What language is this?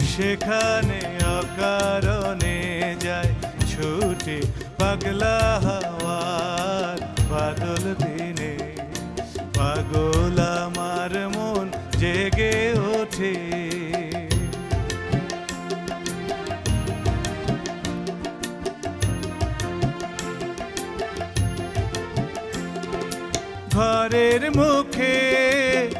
Bangla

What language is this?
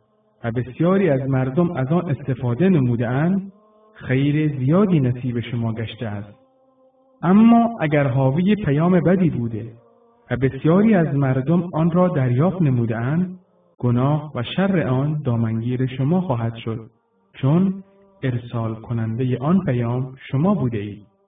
Tajik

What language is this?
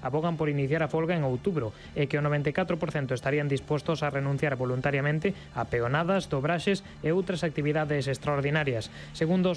Galician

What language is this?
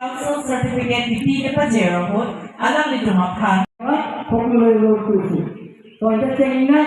Karbi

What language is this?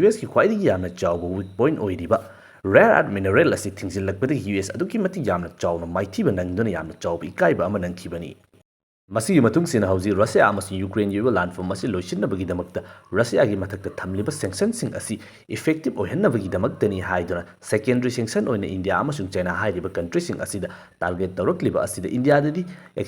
Manipuri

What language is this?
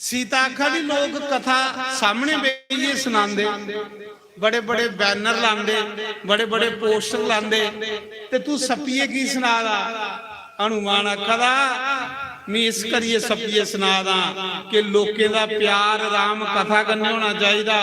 Dogri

